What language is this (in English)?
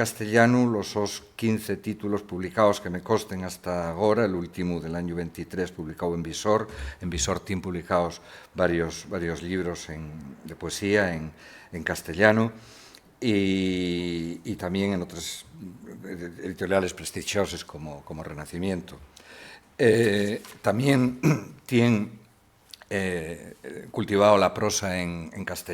Asturian